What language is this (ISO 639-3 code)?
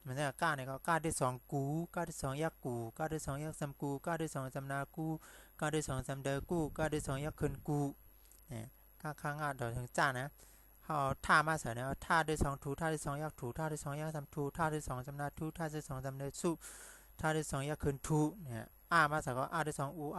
shn